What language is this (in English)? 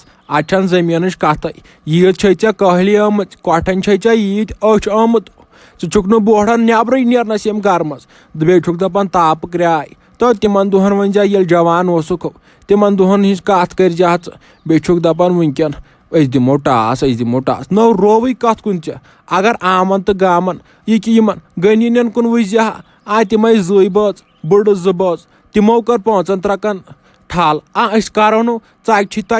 Kashmiri